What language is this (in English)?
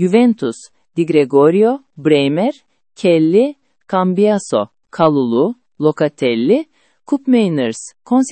Azerbaijani